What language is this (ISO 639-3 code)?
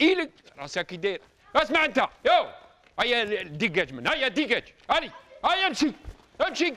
arq